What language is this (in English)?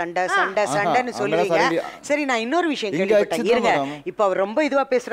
Tamil